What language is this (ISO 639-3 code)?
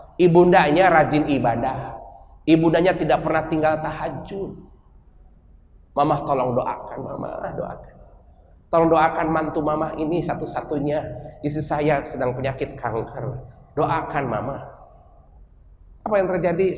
ind